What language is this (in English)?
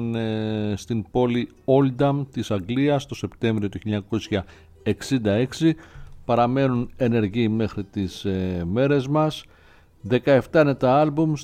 Greek